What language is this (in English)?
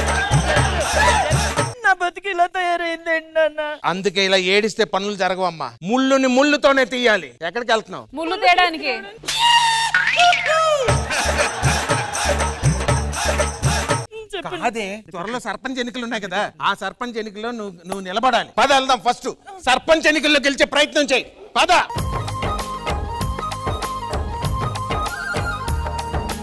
Telugu